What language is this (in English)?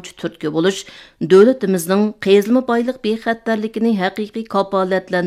Uyghur